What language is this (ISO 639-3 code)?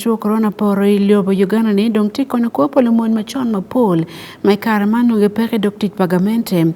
ach